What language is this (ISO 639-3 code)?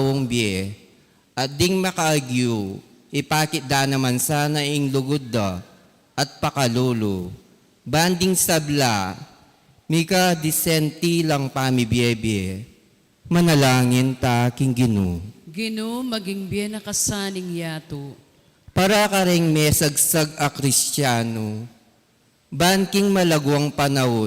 pam